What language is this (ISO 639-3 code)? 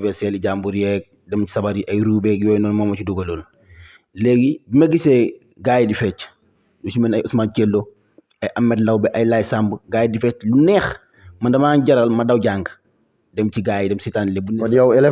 wol